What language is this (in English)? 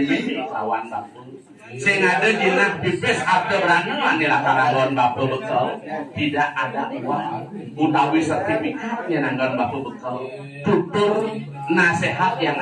Balinese